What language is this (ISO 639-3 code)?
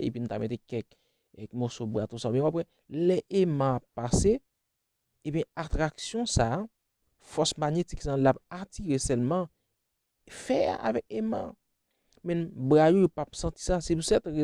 hat